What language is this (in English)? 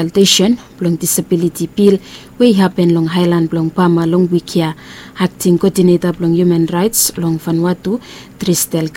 Bislama